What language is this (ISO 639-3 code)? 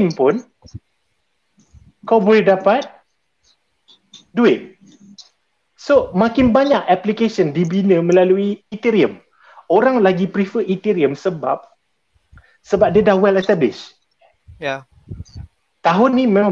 msa